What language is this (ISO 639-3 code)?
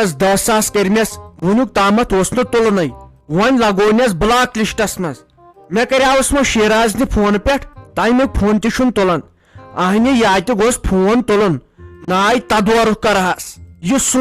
kas